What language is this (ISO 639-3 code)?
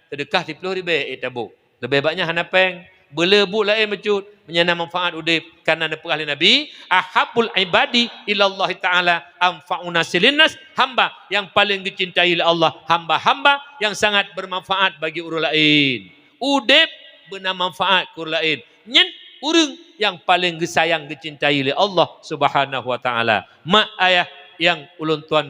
ace